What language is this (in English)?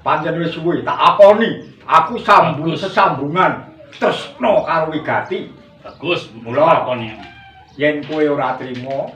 Javanese